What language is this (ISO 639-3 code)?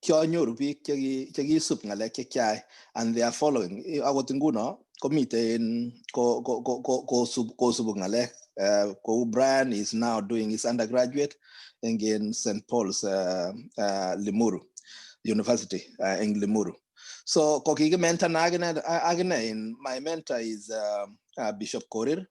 kln